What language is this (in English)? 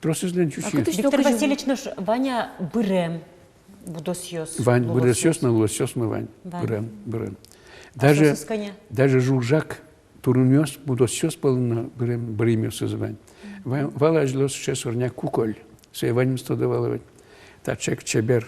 Udmurt